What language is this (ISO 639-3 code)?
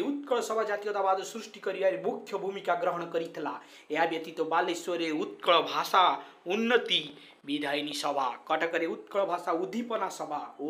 ori